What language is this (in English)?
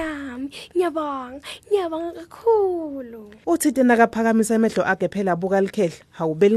Swati